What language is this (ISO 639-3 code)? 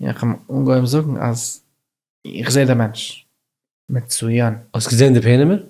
yid